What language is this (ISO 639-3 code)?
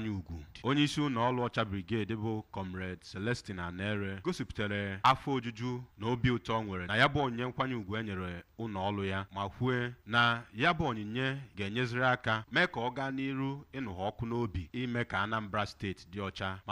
ibo